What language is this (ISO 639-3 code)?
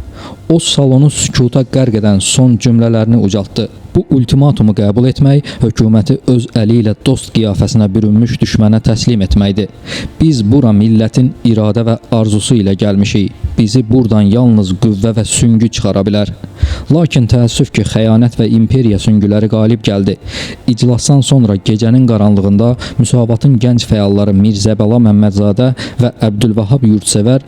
aze